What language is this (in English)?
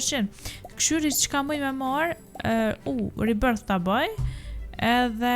Albanian